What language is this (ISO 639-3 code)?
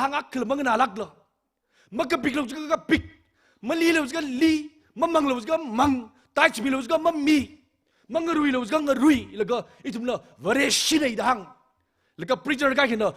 nmf